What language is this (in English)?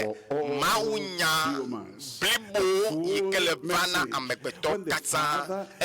Ewe